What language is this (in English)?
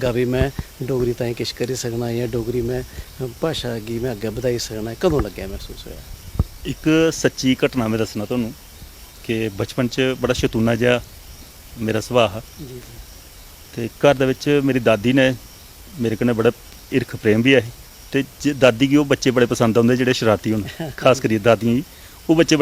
Dogri